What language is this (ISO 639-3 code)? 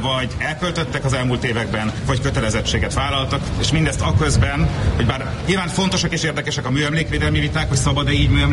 hun